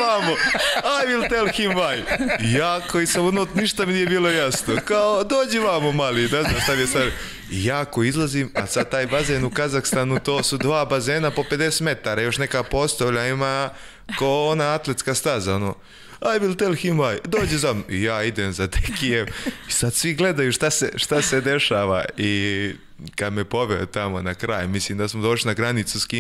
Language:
Serbian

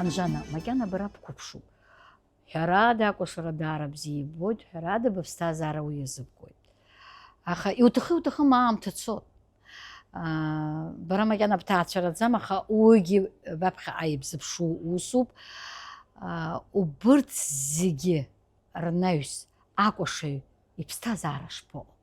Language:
Abkhazian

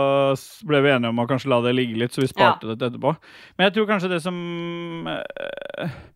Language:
Norwegian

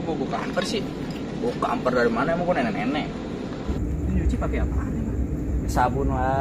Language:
Betawi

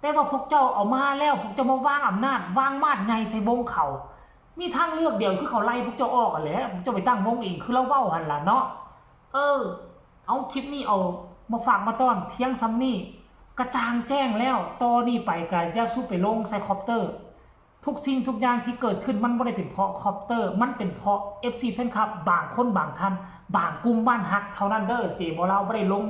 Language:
Northeastern Thai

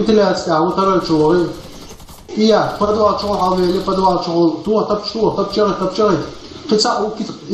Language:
Chechen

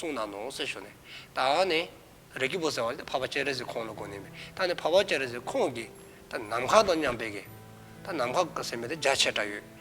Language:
Dzongkha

